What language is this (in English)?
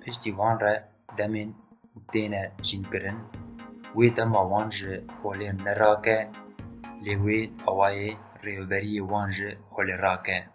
Kurdish